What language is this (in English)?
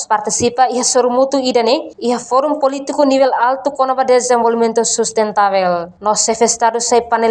Tetum